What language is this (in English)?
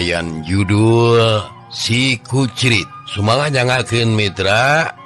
Sundanese